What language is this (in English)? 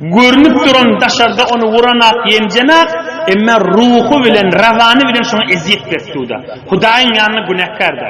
Turkmen